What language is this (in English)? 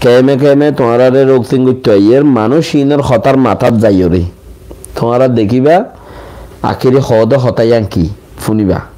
Rohingya